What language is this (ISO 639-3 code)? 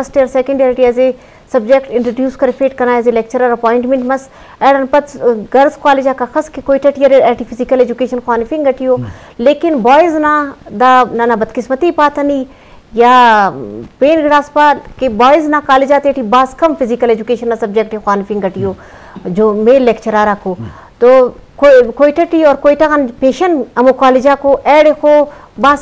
bgp